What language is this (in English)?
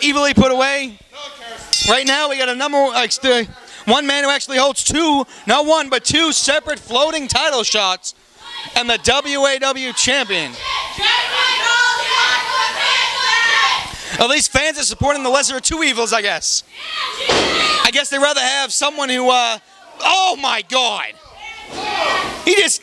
English